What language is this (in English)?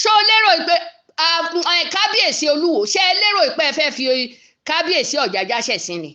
Yoruba